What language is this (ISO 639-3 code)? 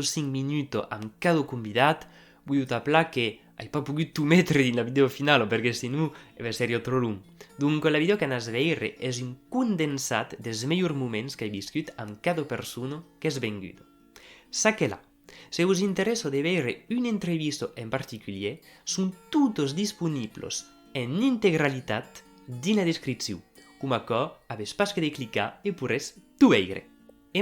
oci